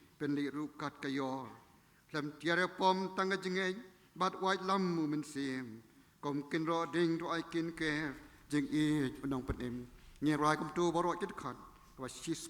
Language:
Khasi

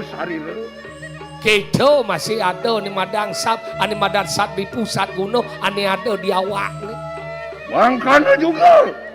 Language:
Balinese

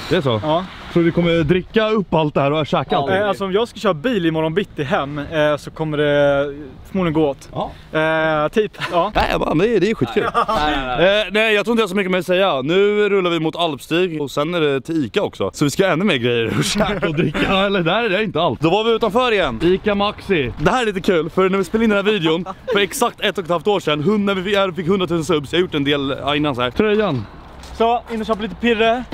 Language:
Swedish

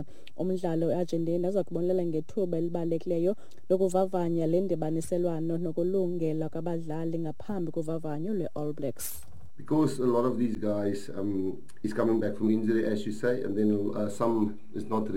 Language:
Xhosa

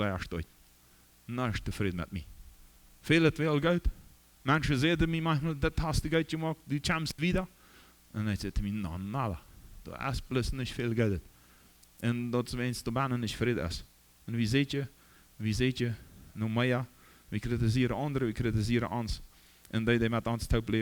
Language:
Plautdietsch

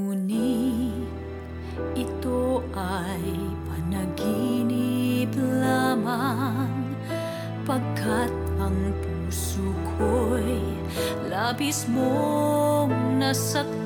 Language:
Filipino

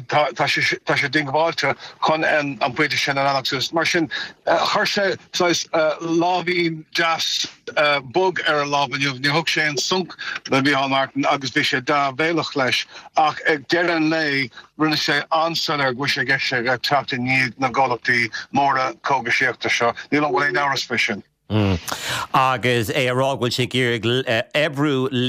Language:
Irish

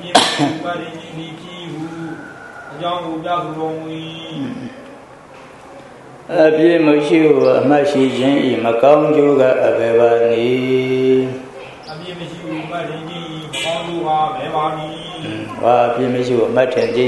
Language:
Burmese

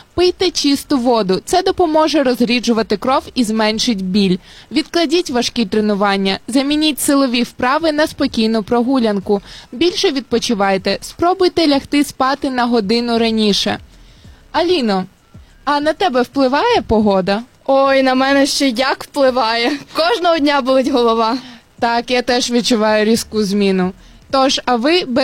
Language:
Ukrainian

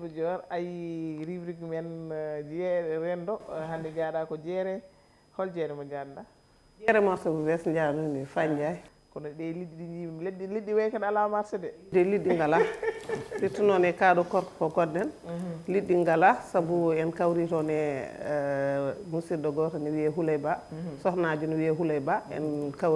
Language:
Fula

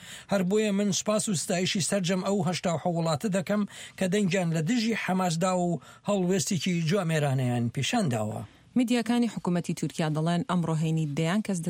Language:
Central Kurdish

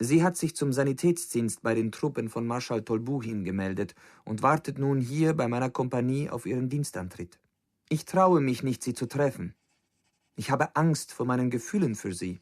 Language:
Bavarian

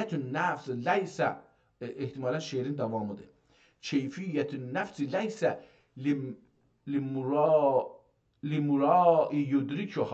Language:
South Azerbaijani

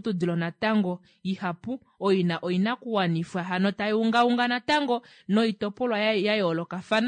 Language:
Kuanyama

